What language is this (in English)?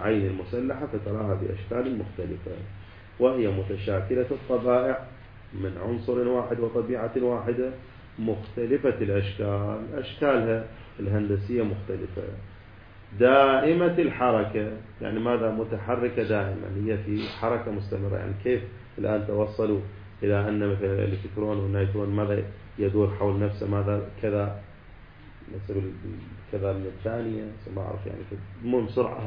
Arabic